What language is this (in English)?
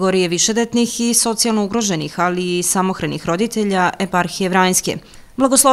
Serbian